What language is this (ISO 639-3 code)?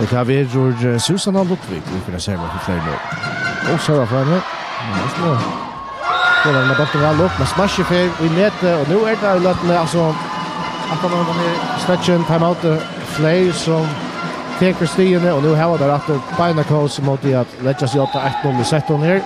fao